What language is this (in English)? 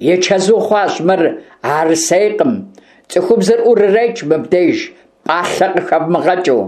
Kabardian